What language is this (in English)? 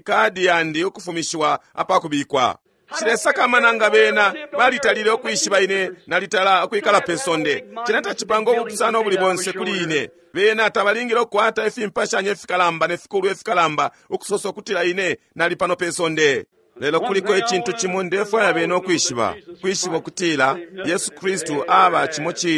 Bemba